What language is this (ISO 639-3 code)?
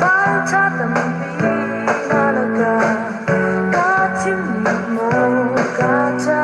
cnh